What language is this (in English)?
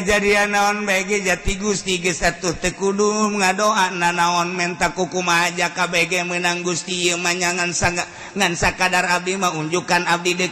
Sundanese